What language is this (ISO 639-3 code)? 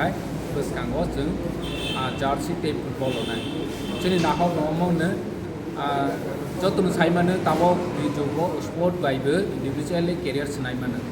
trp